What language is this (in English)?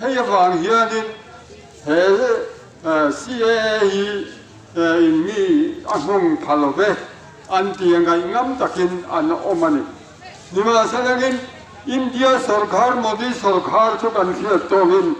Kok Borok